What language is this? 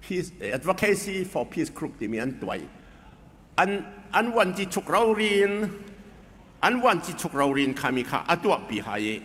Falam Chin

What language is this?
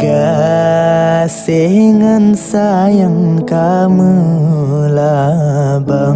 Achinese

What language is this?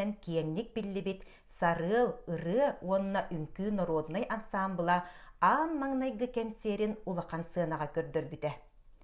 Yakut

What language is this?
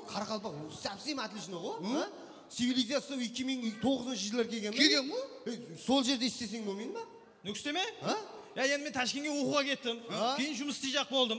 Kara-Kalpak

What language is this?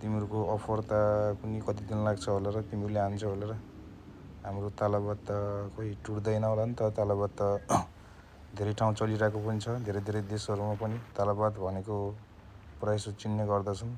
Nepali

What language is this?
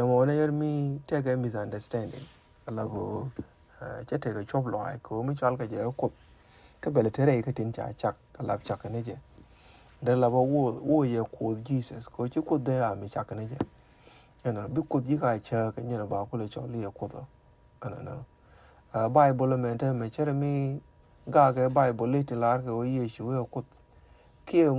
Nuer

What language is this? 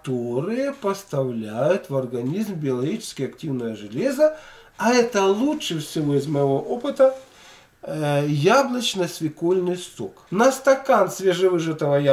Russian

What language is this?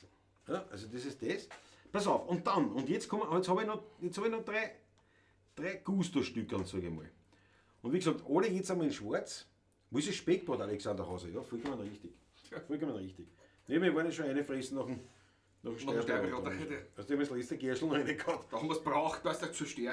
Bavarian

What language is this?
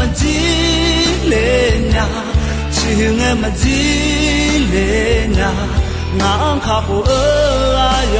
Akha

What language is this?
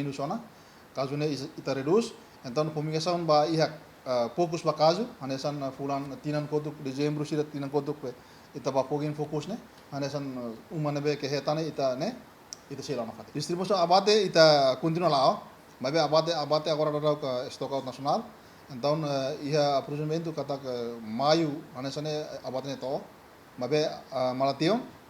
Tetum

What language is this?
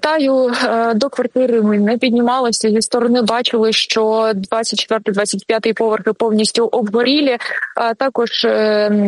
Ukrainian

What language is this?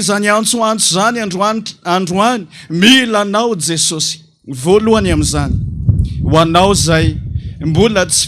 Malagasy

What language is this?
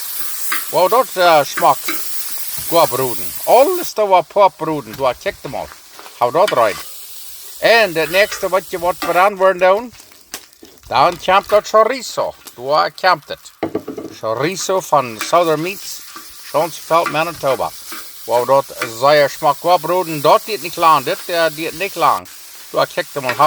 Plautdietsch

